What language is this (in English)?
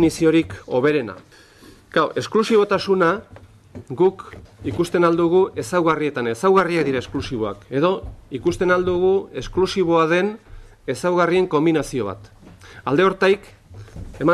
Basque